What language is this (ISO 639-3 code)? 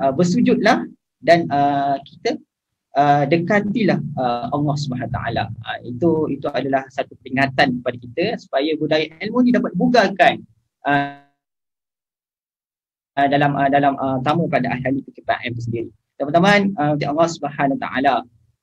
msa